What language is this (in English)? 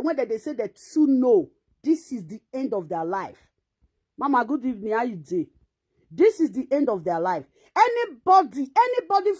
Nigerian Pidgin